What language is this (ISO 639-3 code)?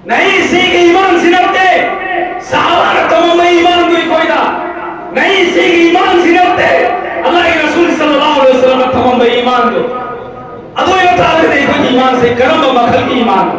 mni